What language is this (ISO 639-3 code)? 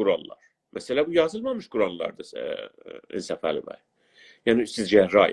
azb